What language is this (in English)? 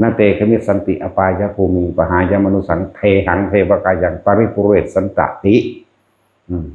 Northeastern Thai